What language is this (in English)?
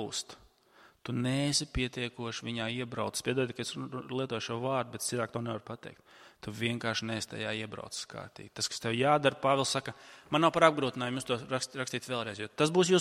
Latvian